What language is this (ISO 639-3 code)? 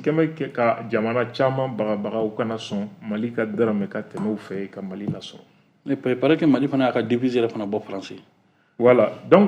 bam